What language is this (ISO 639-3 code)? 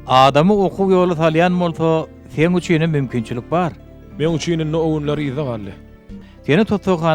tuk